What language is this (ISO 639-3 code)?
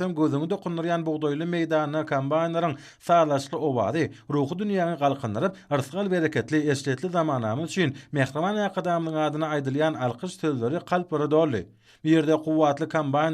tuk